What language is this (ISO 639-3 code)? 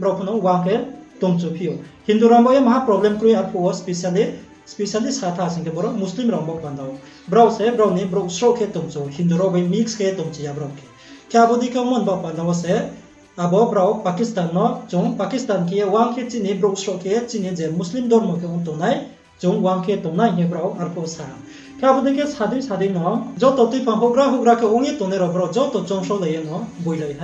ria